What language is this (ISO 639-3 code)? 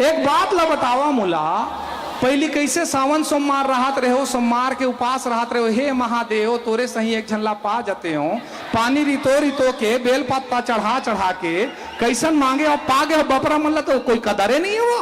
hne